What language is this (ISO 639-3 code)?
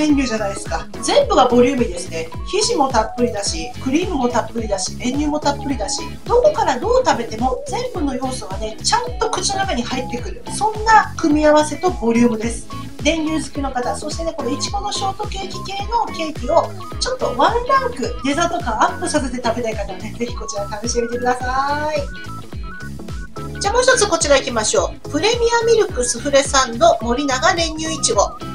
jpn